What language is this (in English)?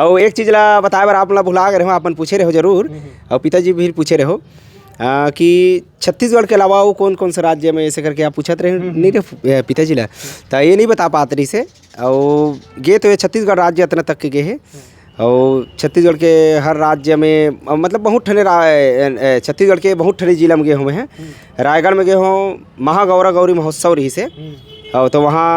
Chhattisgarhi